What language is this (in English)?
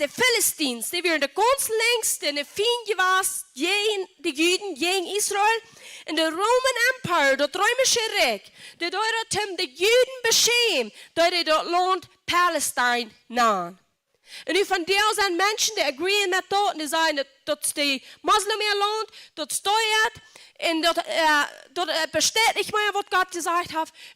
Plautdietsch